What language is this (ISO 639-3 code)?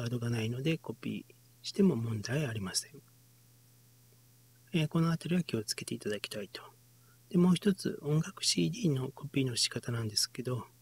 jpn